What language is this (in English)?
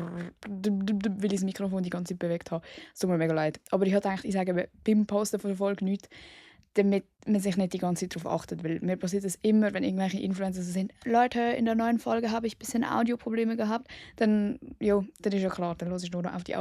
Swiss German